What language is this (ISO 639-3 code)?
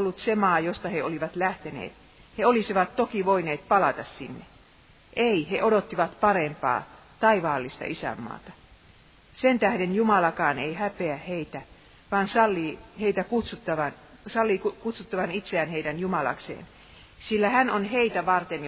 fin